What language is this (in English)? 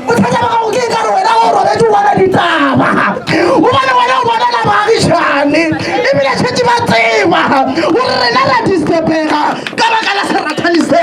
Northern Sotho